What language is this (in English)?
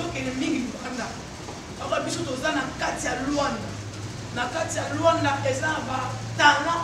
Lingala